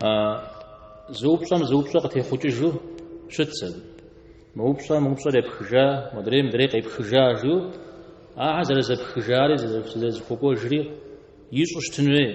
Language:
Kabardian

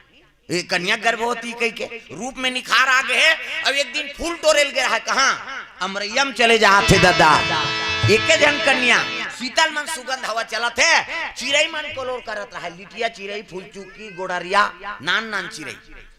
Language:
Chhattisgarhi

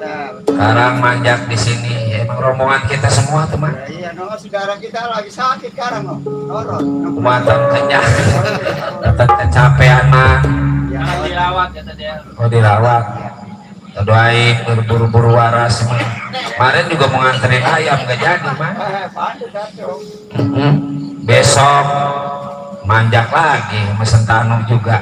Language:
Betawi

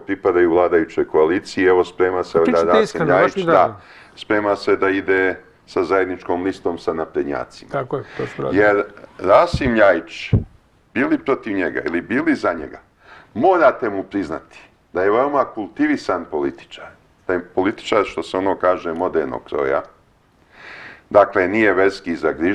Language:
Serbian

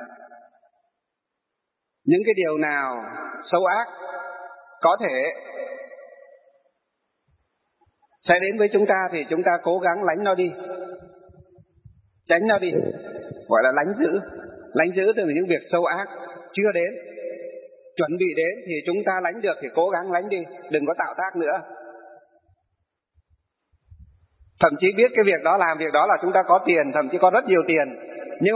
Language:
Vietnamese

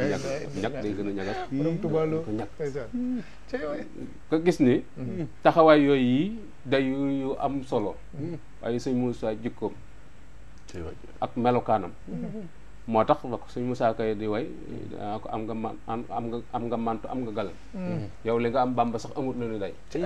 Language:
Wolof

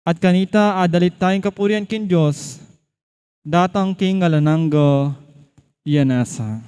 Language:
Pampanga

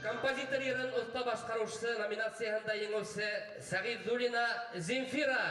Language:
Bashkir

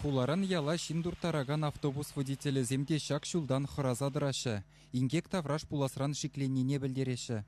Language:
Chuvash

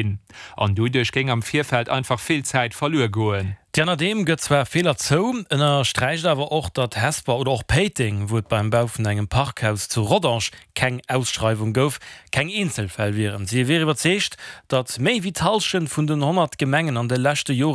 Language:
Luxembourgish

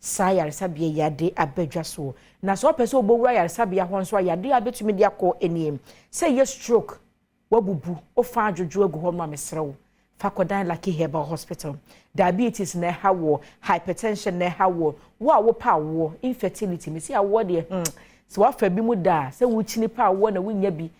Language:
Akan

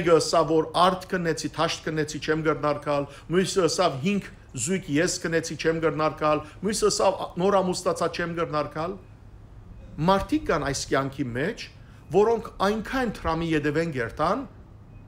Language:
Western Armenian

